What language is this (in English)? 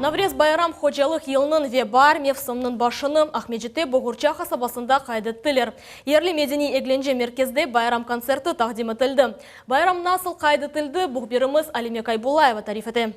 Crimean Tatar